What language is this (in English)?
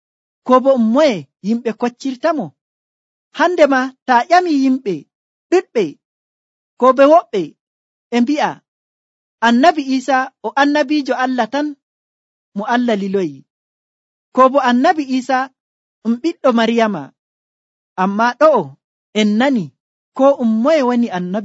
Nigerian Fulfulde